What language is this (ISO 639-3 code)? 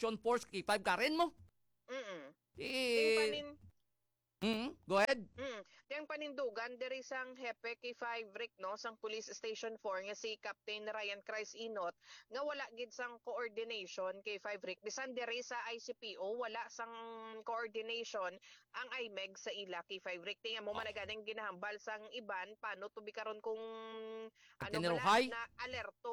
hil